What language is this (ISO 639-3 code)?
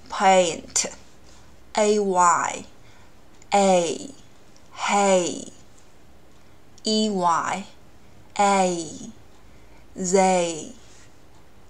zho